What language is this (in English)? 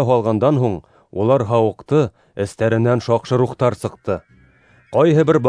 Bashkir